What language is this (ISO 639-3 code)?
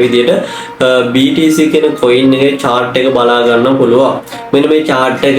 sin